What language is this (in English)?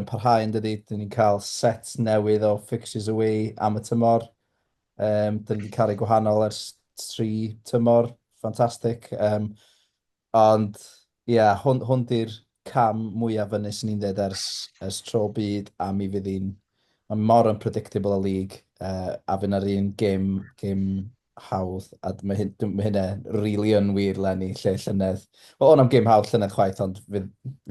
Welsh